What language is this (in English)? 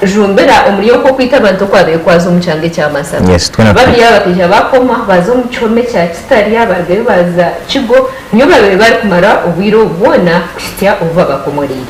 Nyankole